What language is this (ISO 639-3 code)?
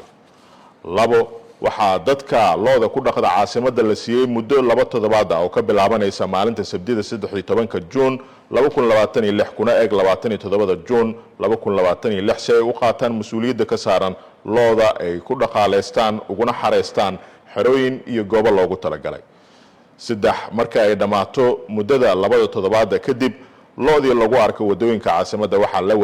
som